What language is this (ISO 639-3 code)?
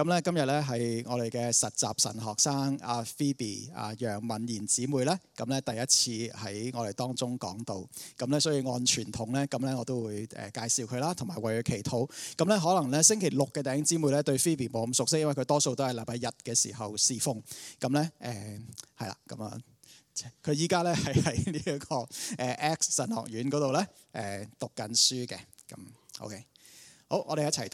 yue